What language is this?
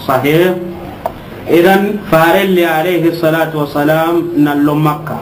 Soninke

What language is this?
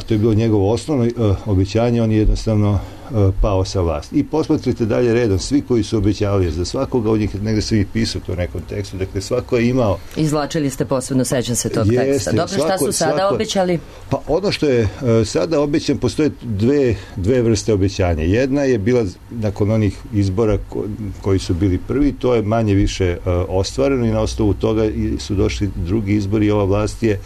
Serbian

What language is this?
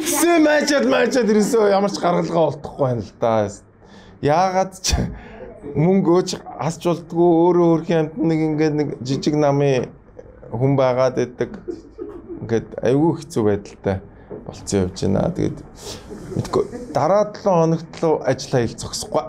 Mongolian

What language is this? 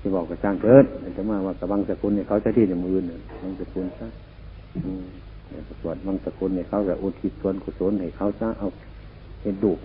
Northeastern Thai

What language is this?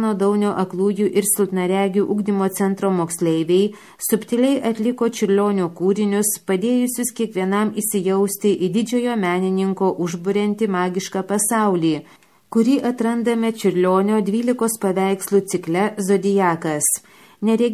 Lithuanian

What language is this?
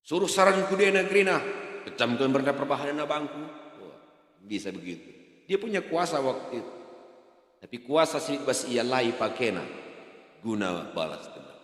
Batak Karo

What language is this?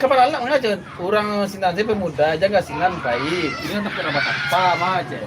Minangkabau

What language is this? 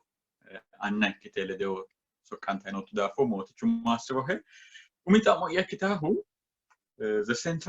Sidamo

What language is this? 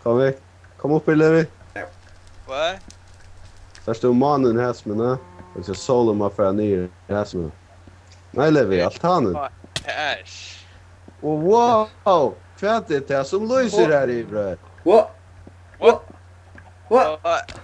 Faroese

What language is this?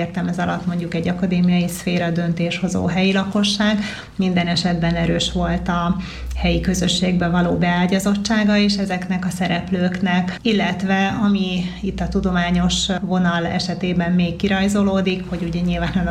Hungarian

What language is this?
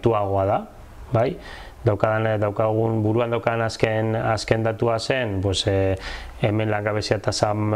Basque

